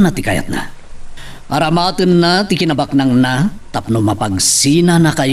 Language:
Iloko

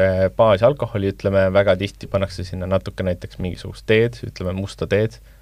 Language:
Estonian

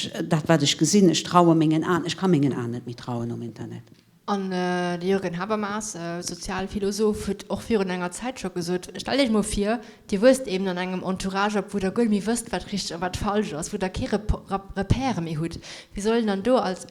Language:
Luxembourgish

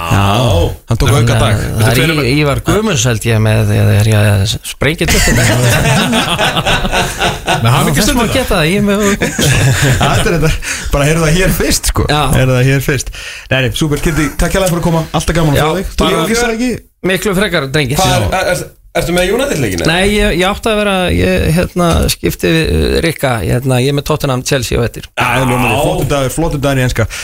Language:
Icelandic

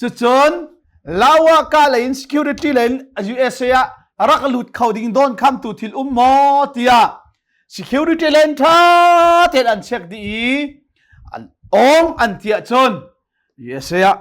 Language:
Hakha Chin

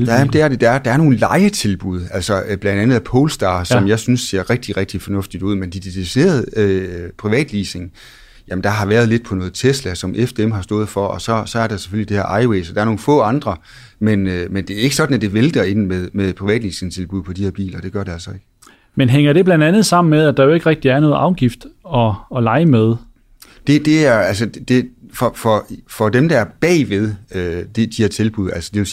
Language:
Danish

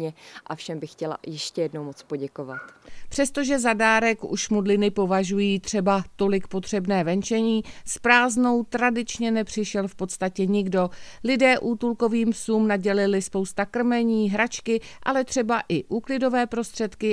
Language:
Czech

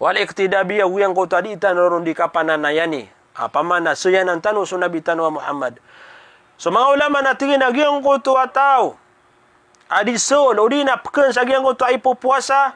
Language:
Maranao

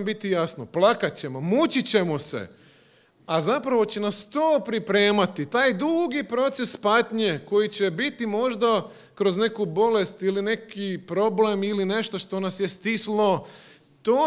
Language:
Croatian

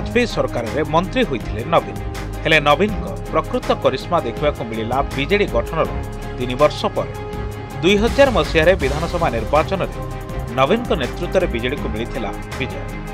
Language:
Odia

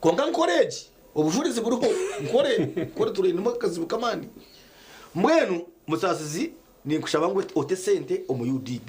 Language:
Nyankole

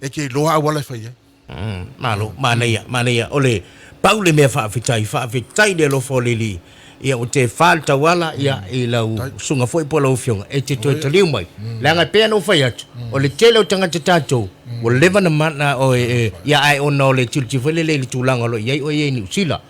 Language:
Samoan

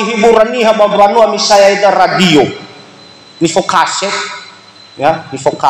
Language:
Nias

